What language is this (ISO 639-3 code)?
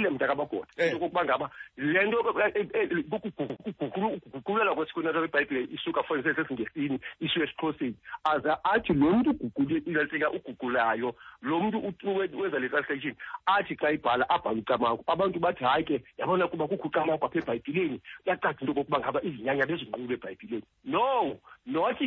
xho